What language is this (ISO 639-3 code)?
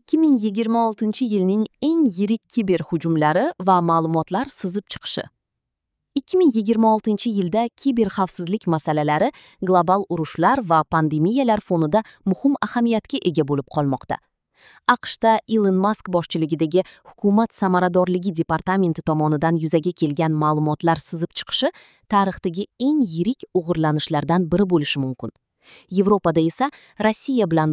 uzb